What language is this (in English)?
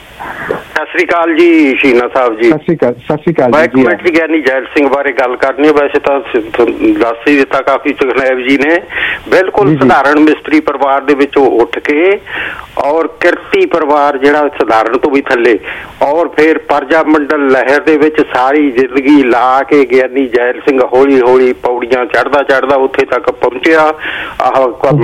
Punjabi